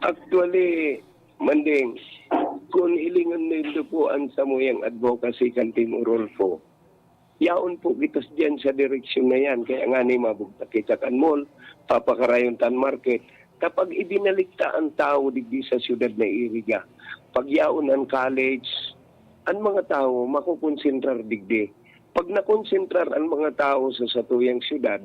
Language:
Bikol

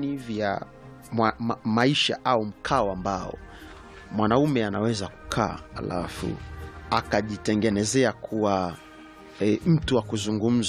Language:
Swahili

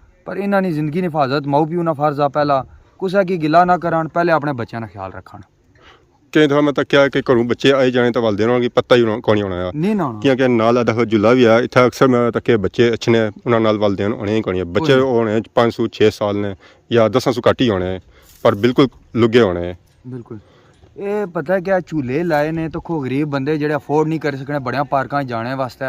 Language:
Pahari-Potwari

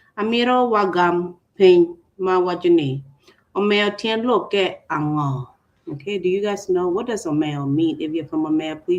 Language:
Acoli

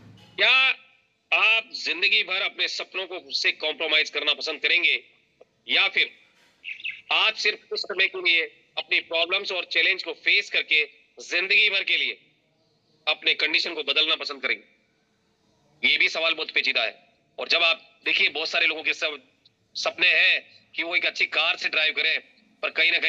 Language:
Hindi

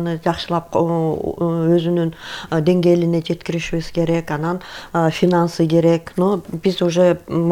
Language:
Kyrgyz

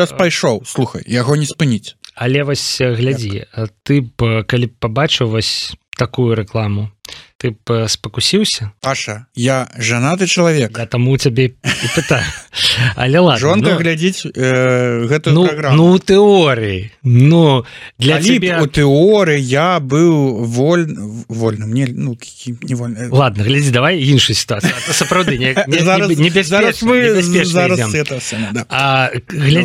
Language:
Belarusian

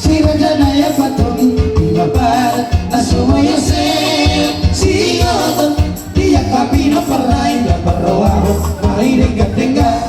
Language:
Batak Toba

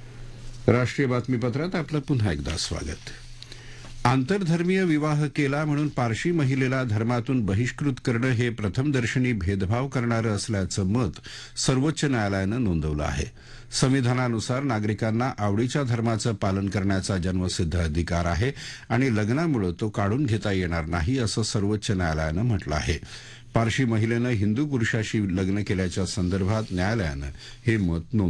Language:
Marathi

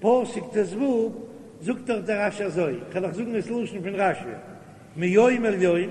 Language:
Yiddish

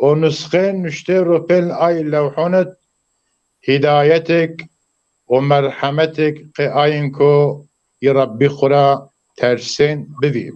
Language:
Zaza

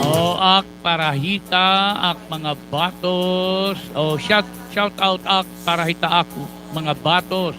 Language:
Waray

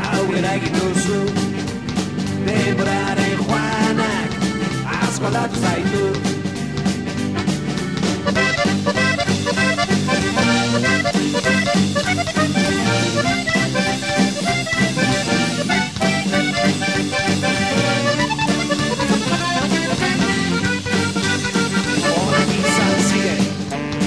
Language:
Basque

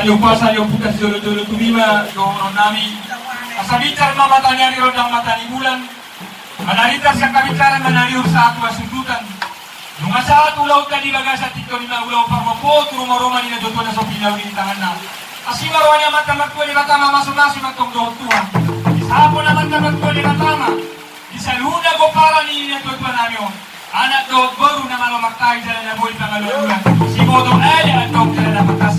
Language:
Batak Toba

